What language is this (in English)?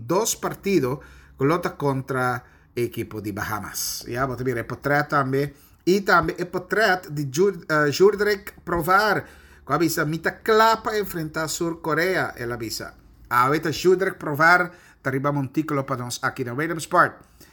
Papiamento